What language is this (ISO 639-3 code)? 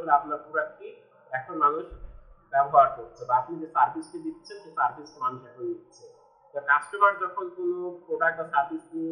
ben